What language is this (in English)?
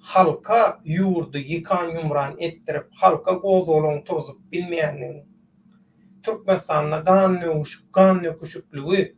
Turkmen